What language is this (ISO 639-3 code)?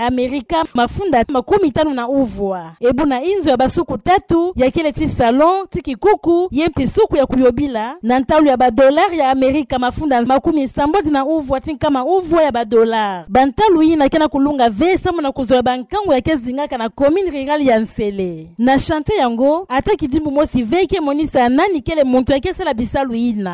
ktu